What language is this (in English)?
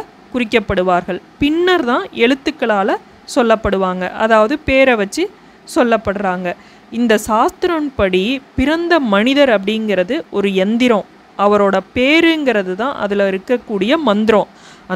Tamil